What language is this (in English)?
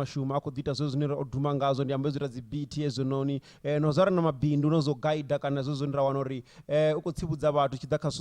Venda